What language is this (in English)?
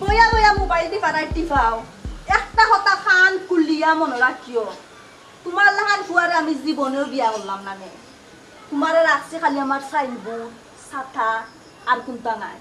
Sylheti